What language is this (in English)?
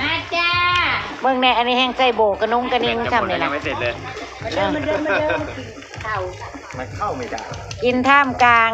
Northeastern Thai